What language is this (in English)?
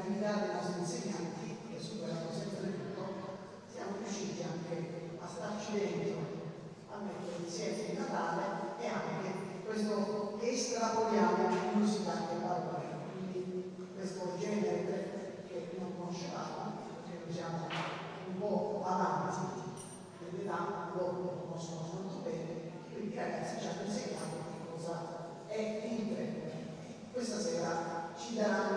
Italian